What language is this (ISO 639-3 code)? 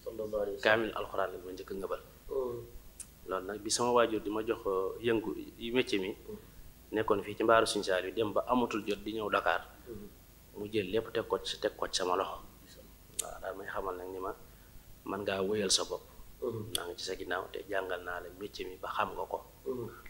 wol